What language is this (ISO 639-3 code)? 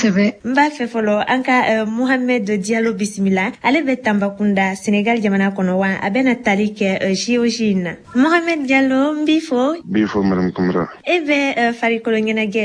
bam